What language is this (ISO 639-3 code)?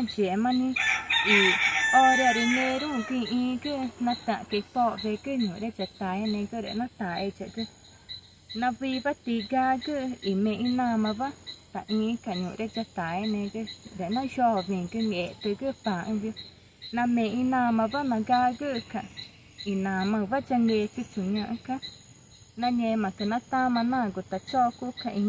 tca